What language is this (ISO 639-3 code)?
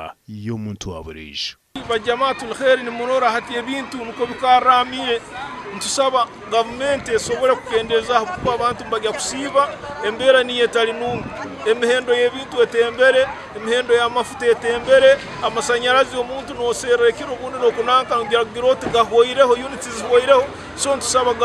nyn